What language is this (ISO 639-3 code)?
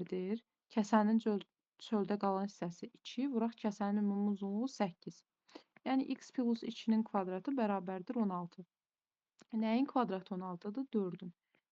aze